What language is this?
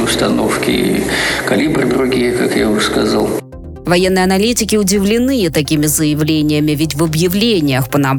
Russian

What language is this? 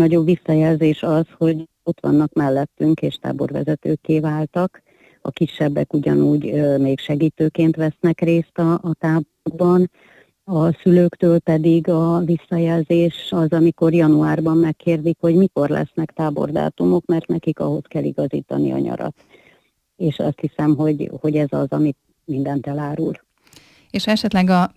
Hungarian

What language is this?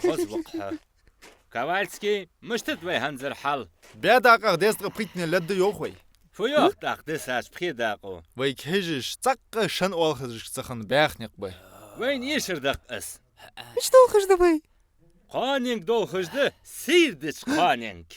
Ingush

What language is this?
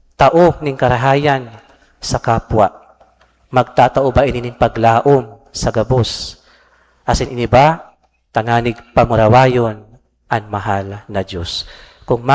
Bikol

